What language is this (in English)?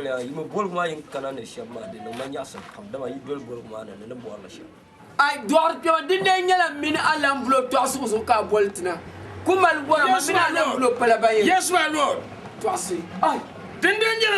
Dagbani